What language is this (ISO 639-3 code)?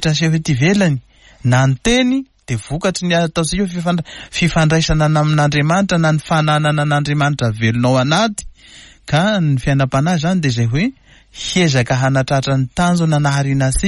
mlg